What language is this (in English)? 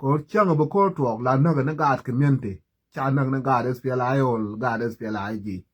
Nuer